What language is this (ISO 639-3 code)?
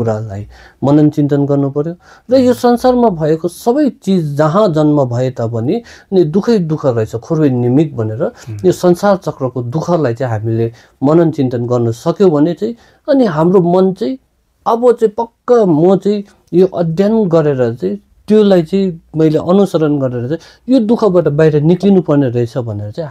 nep